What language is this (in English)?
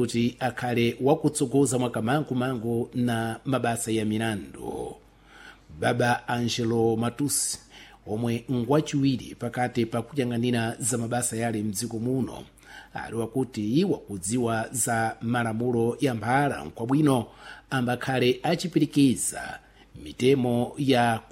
Sena